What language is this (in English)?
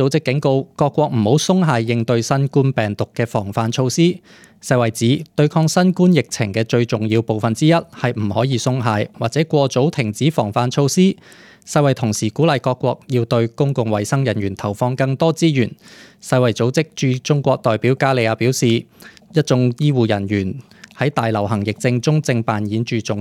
Cantonese